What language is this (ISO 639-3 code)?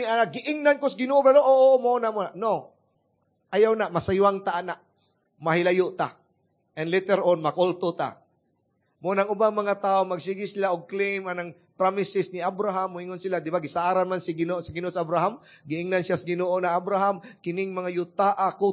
ceb